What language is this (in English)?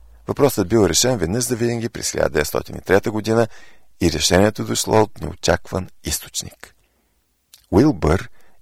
Bulgarian